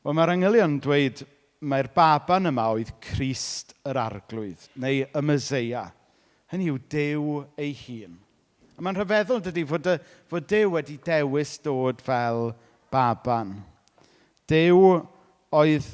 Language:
Welsh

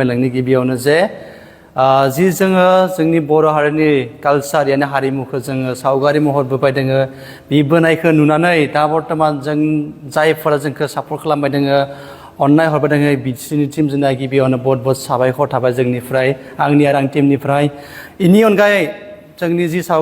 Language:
Bodo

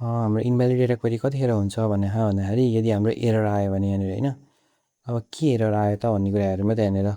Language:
Nepali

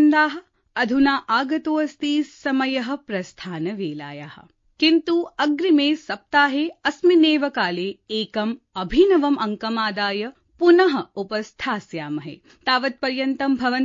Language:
Sanskrit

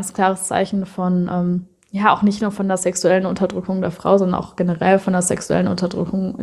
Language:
German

